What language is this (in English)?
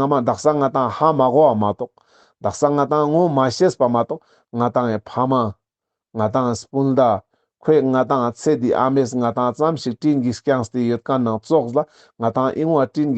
Ladakhi